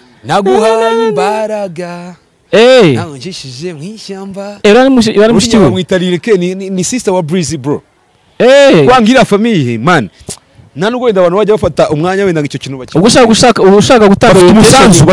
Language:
Kinyarwanda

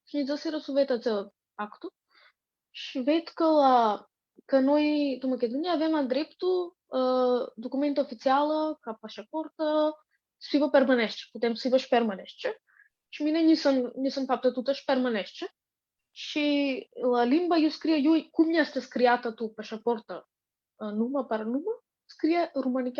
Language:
Aromanian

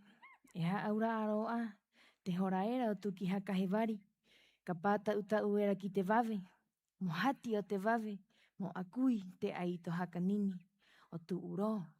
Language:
Rapanui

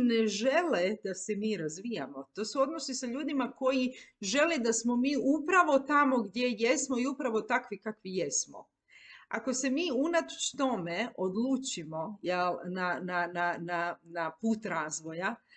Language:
Croatian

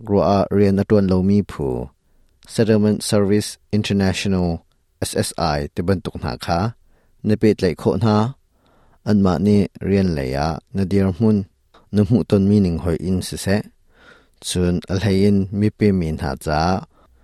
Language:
Hakha Chin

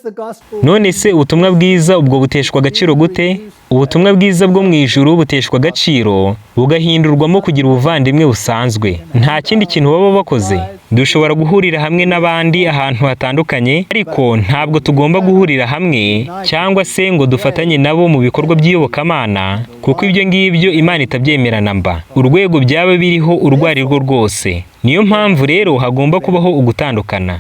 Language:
Kinyarwanda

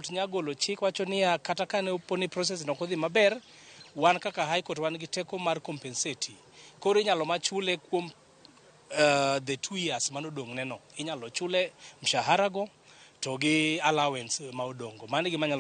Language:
Luo (Kenya and Tanzania)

